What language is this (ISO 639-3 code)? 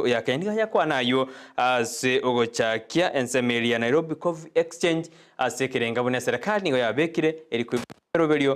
guz